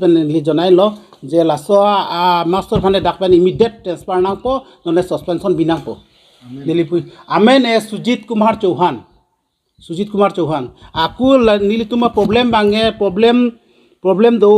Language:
Karbi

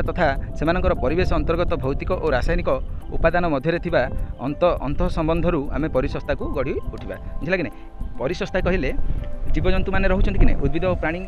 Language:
Odia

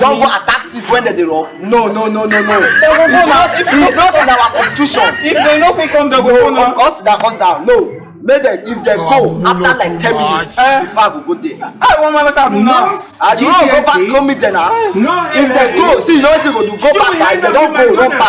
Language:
Nigerian Pidgin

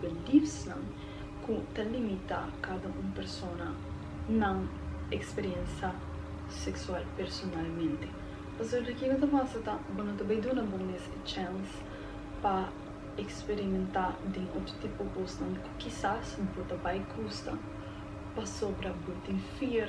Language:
Papiamento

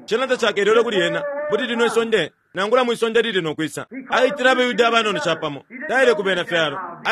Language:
Bemba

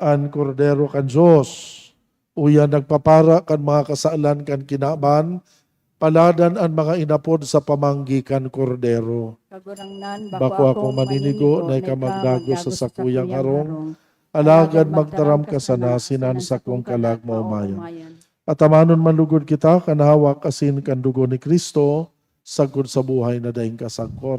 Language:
Bikol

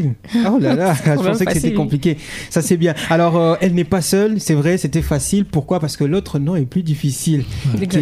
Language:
French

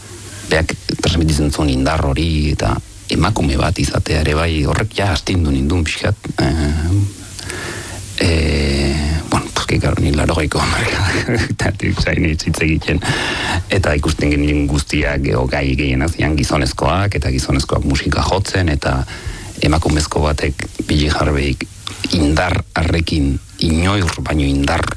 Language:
Basque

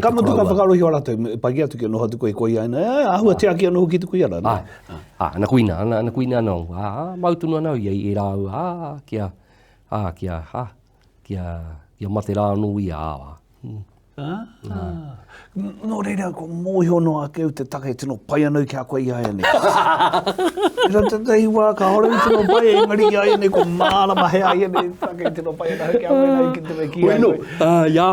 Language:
Māori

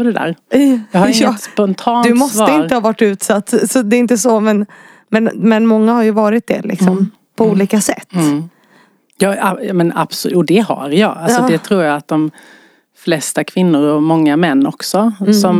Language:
Swedish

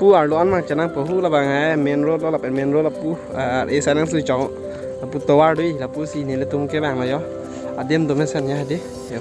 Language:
Karbi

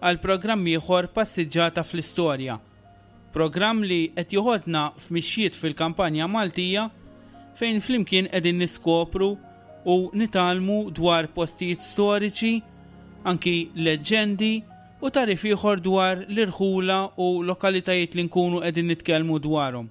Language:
Maltese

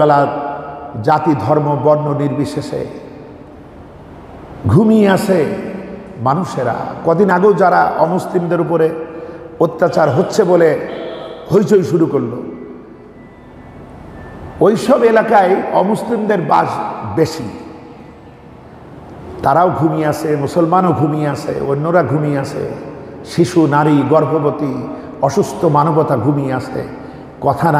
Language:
Bangla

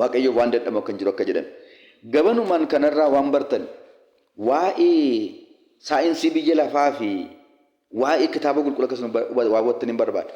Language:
Oromo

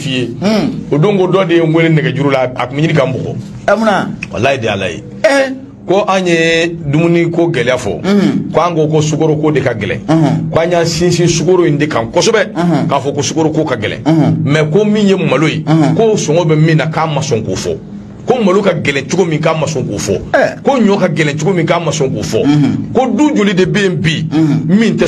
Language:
Bambara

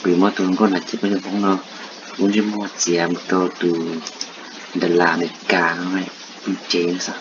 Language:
Hmong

